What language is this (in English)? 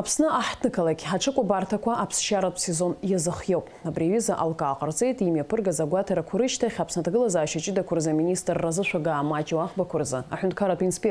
Abkhazian